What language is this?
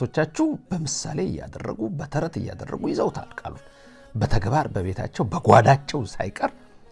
Amharic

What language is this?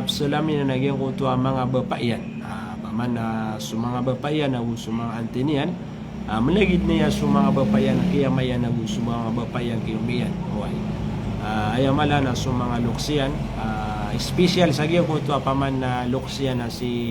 Maranao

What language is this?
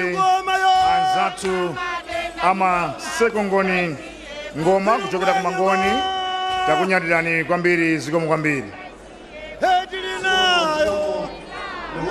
Nyanja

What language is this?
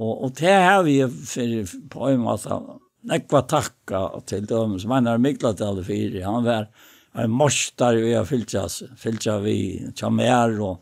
Faroese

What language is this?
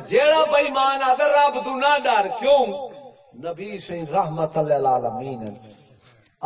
Saraiki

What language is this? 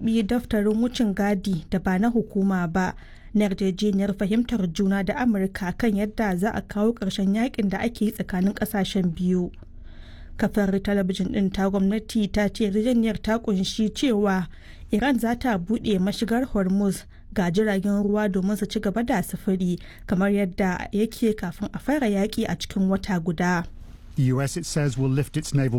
Hausa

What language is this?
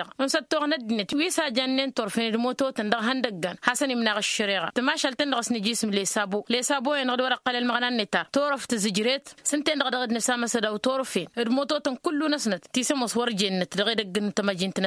Tamasheq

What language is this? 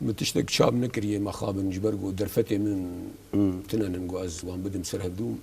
Kurdish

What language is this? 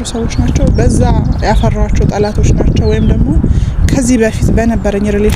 Amharic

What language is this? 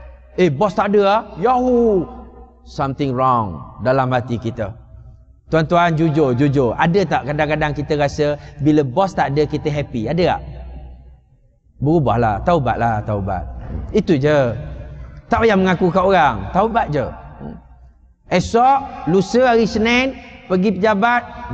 Malay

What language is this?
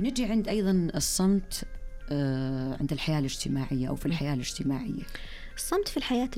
Najdi Arabic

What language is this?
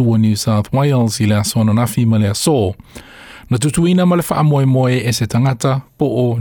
Samoan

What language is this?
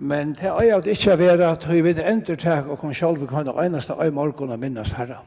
Faroese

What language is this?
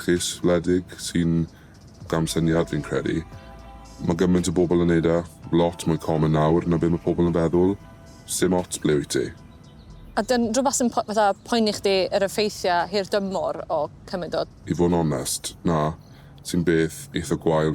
Welsh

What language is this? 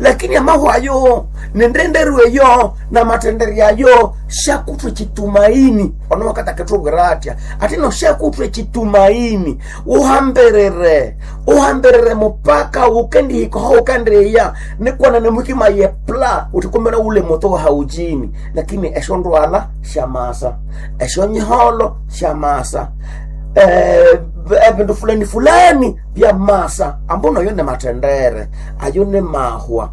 Nande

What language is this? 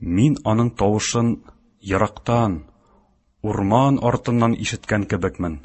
Tatar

